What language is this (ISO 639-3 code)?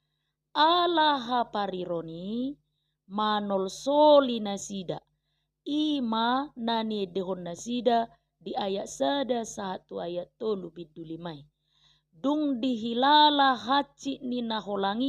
bbc